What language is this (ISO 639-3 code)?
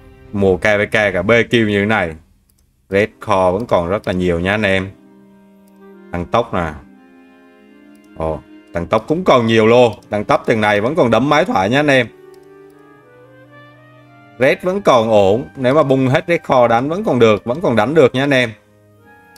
vie